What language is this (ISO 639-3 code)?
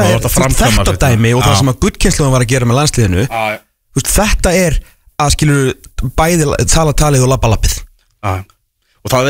isl